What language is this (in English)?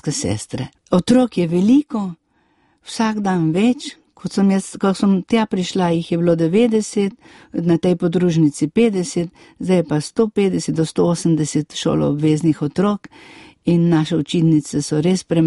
Slovenian